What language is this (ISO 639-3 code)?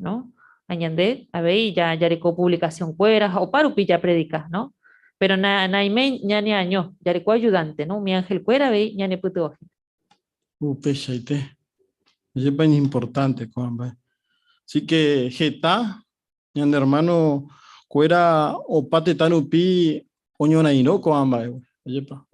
grn